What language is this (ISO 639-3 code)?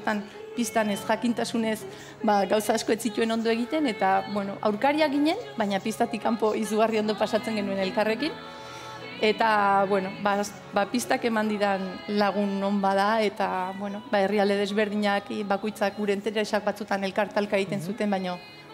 eus